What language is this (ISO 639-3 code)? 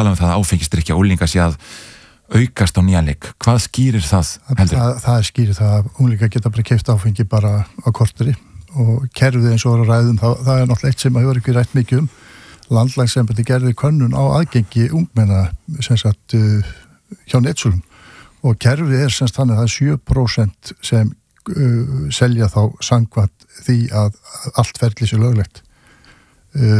isl